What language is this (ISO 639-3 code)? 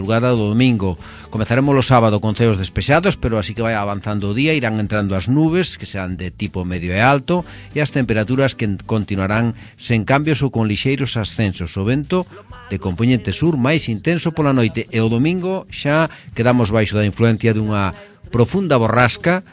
glg